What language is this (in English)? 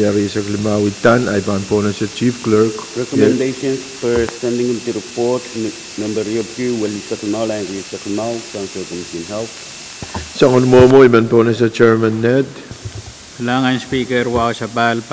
Pohnpeian